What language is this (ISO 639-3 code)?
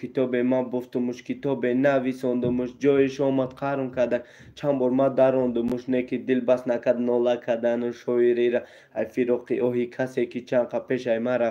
tgk